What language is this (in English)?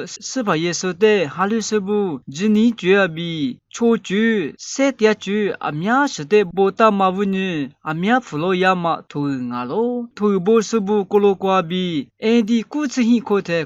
Lisu